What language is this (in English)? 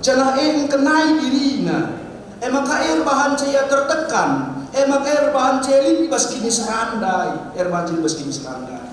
Batak Karo